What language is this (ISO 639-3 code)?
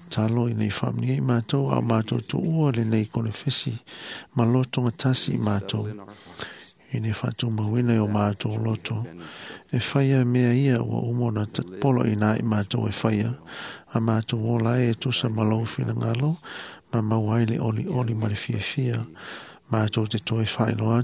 smo